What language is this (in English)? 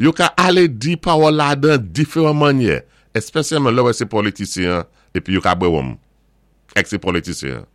Saint Lucian Creole French